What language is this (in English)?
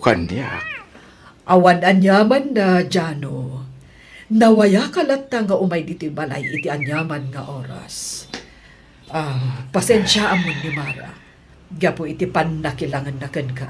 Iloko